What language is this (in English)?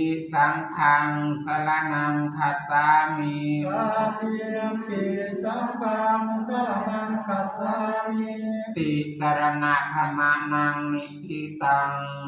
Pali